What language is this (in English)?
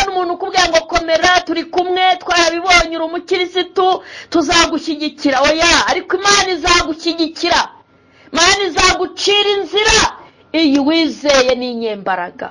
Kinyarwanda